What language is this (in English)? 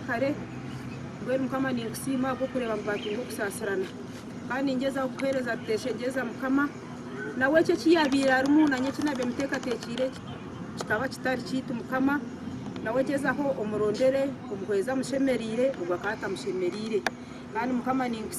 Nyankole